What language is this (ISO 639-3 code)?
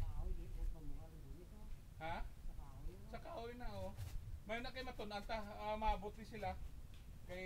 hil